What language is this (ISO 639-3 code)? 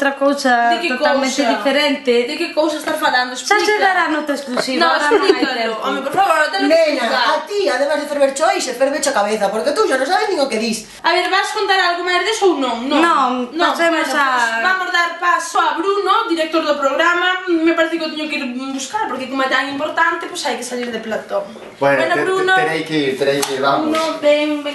glg